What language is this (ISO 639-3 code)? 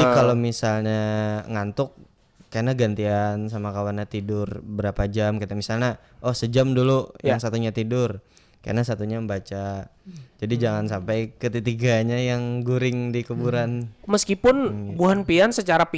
bjn